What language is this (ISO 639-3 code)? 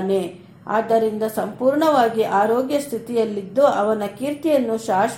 kan